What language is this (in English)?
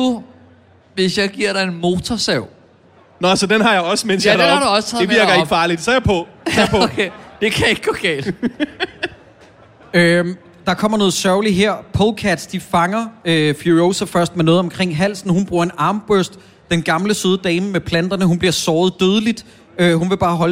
Danish